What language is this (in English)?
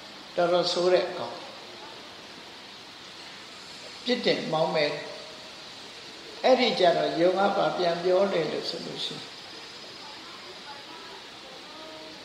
Burmese